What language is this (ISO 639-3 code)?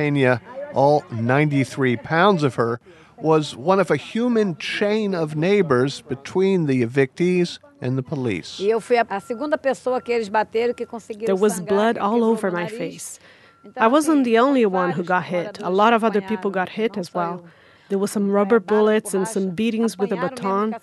eng